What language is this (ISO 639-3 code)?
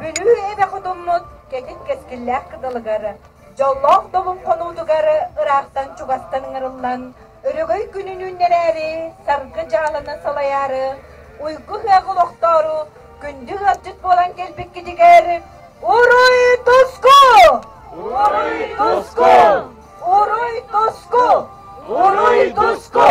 sah